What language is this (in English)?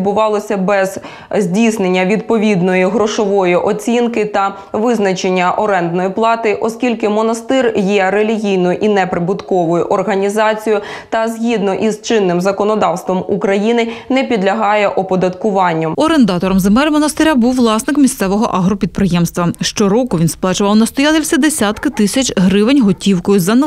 Ukrainian